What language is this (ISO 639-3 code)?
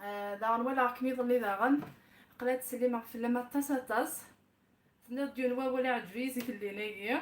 kab